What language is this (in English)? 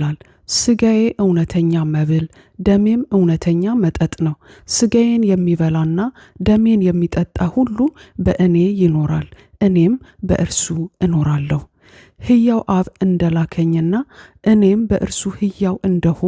Amharic